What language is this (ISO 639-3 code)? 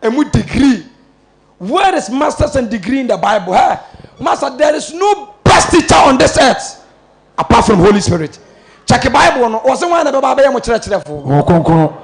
aka